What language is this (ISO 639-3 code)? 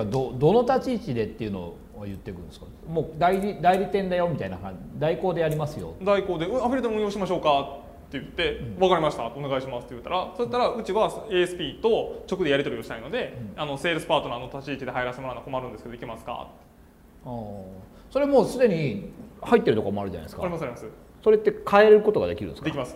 jpn